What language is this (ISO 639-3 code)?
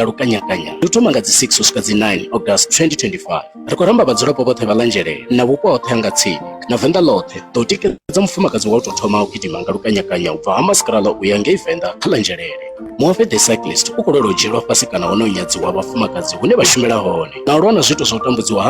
ven